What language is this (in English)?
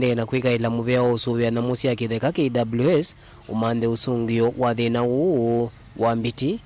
Kamba